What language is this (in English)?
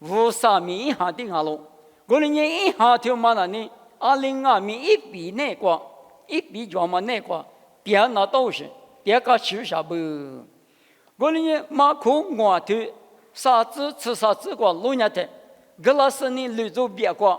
Lisu